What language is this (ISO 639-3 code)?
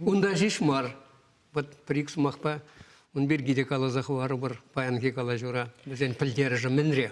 chv